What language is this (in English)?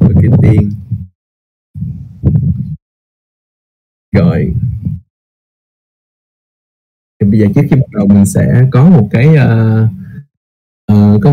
Vietnamese